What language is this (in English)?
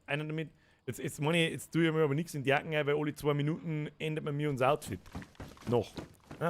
Bavarian